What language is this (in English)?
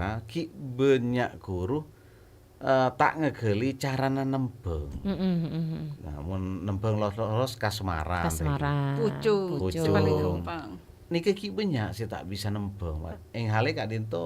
Madurese